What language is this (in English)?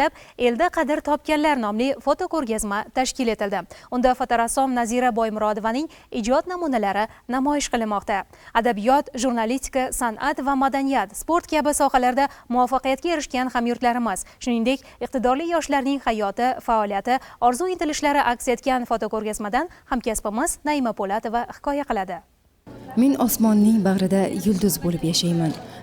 Uzbek